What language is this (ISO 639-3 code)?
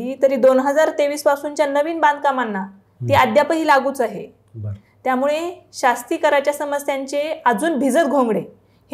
mar